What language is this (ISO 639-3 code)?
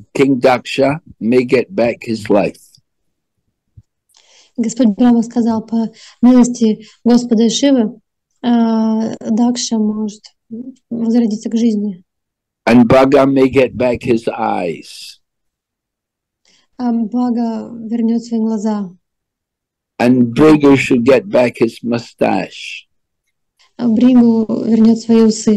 eng